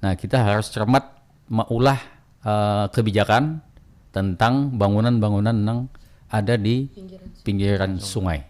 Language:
Banjar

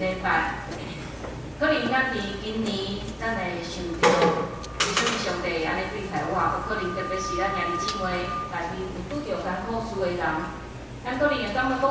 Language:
Min Nan Chinese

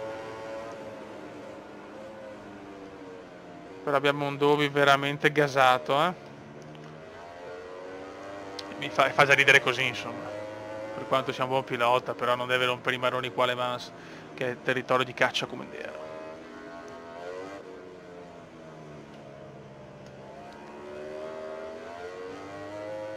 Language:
Italian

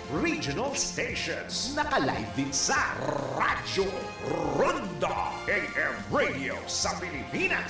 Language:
Bikol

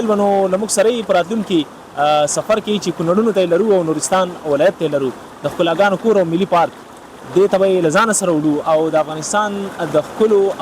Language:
Pashto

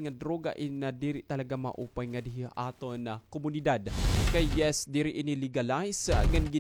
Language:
Waray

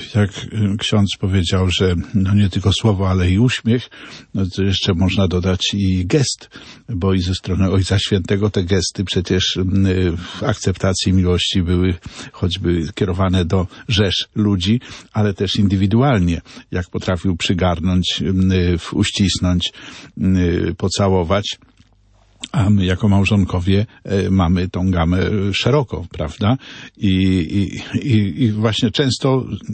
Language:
Polish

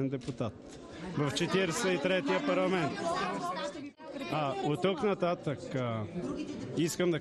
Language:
Bulgarian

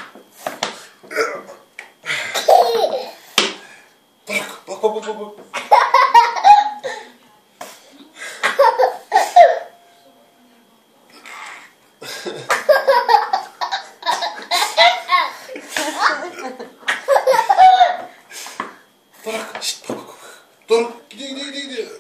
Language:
Turkish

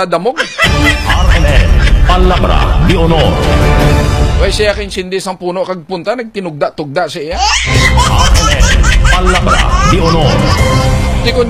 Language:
Hiligaynon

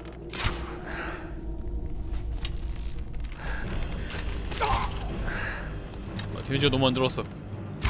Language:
Korean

